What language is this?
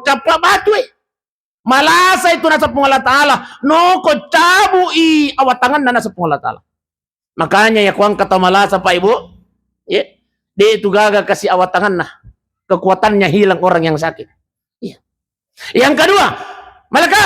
Buginese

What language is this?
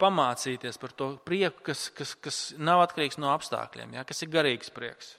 Latvian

